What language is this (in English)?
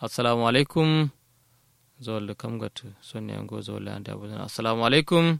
Kanuri